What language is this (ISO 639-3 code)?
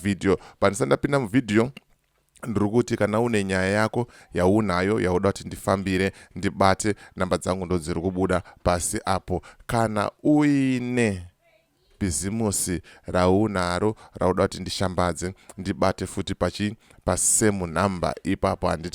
sna